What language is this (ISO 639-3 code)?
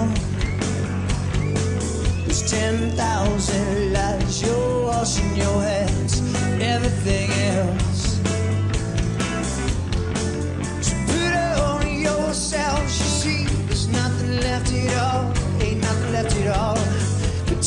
eng